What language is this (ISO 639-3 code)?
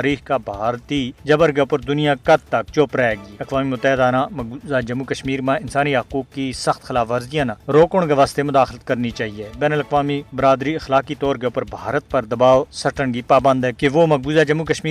gju